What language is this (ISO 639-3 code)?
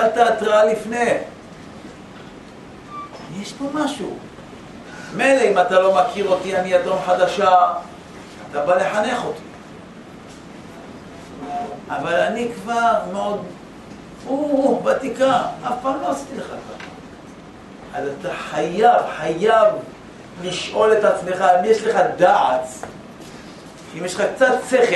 heb